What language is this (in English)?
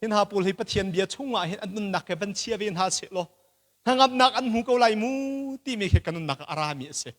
Hakha Chin